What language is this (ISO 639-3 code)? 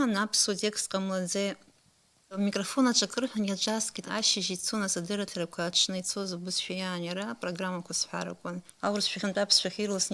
abk